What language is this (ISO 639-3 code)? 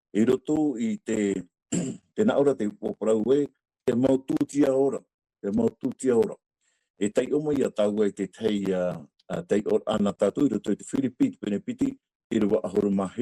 tah